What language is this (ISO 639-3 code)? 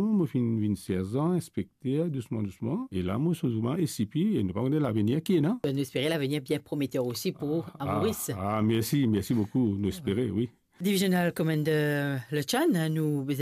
mfe